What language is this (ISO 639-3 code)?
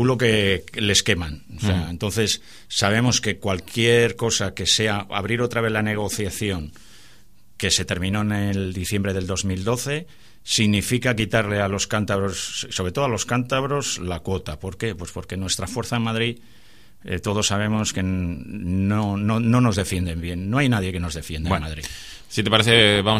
spa